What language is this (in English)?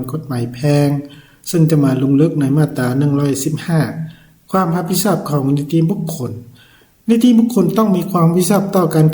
Lao